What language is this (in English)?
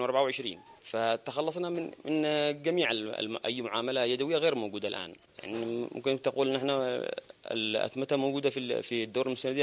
Arabic